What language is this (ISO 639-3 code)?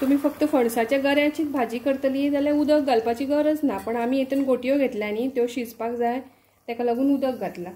kok